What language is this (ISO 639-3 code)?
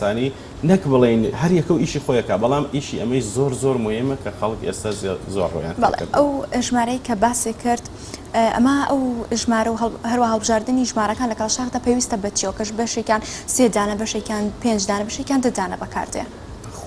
ckb